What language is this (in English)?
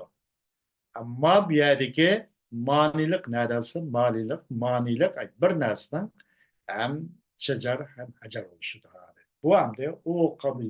Uyghur